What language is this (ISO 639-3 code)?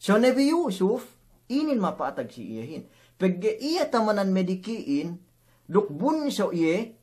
yka